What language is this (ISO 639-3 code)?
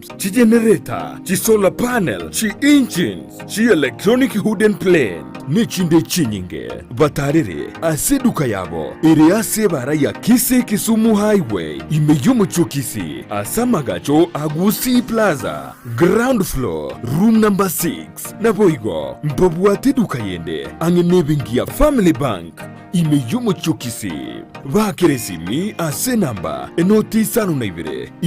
guz